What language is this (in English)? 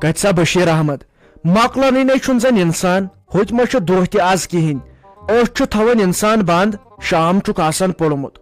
Kashmiri